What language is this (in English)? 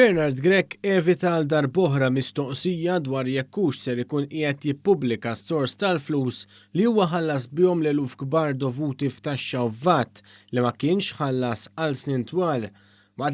Maltese